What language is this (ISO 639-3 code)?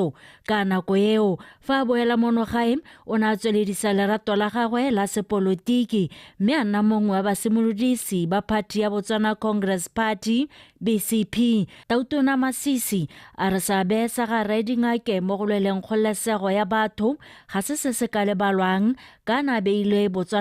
tsn